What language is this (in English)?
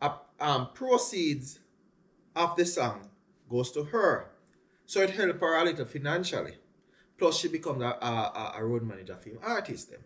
Jamaican Creole English